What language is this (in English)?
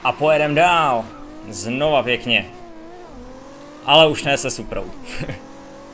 Czech